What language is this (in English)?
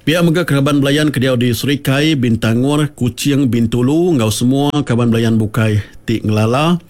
Iban